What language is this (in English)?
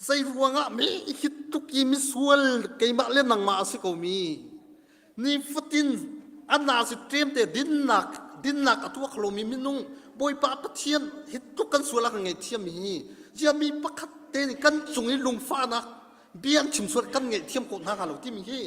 Hakha Chin